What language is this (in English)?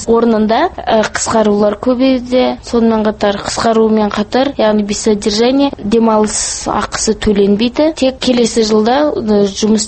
Kazakh